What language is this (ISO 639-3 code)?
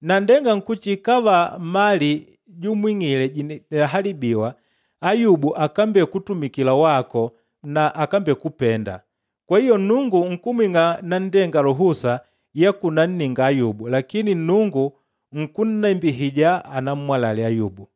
kde